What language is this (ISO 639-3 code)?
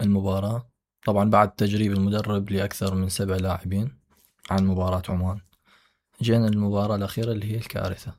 acm